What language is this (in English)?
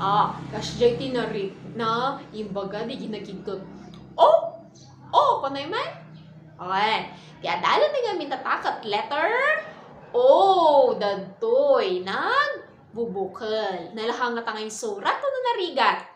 Iloko